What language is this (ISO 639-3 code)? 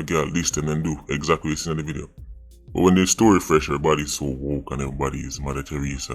jam